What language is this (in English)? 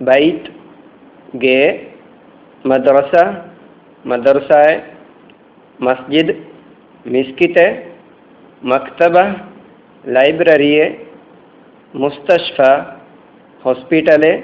Divehi